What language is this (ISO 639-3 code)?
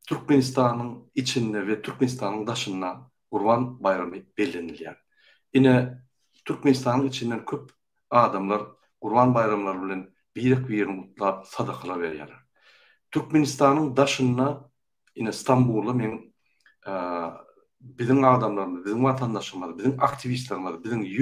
tuk